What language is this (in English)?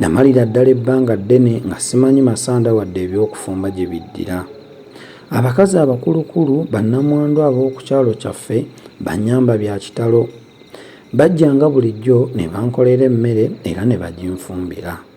Ganda